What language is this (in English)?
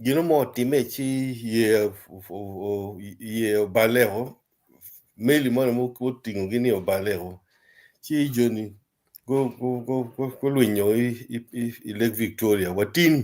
Acoli